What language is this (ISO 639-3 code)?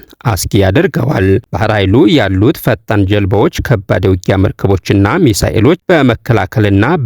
amh